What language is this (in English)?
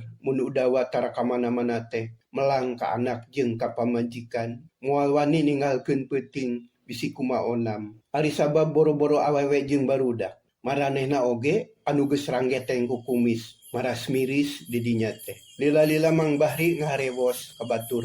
Sundanese